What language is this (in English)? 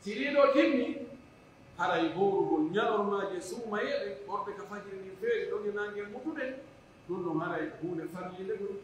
Pular